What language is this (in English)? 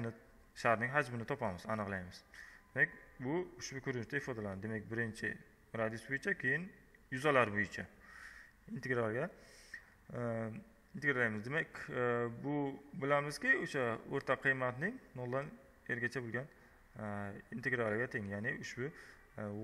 Uzbek